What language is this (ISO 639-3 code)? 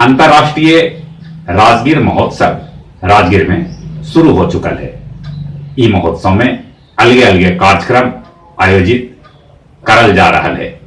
mag